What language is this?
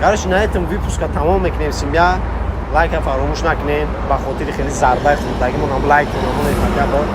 Tajik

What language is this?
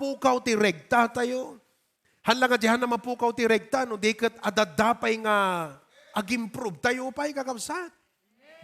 Iloko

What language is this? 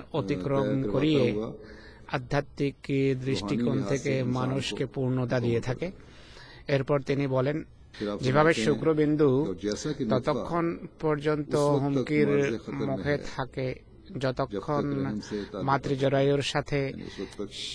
Bangla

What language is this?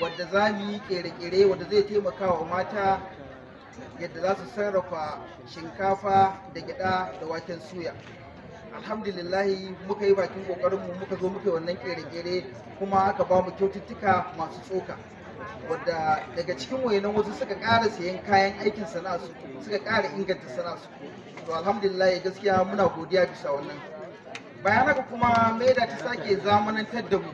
Hausa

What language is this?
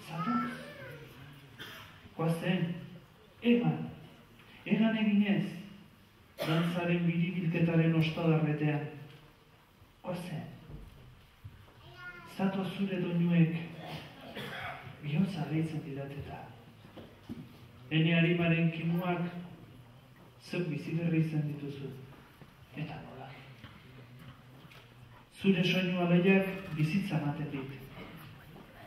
Basque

